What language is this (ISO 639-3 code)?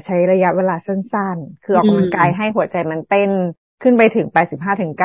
tha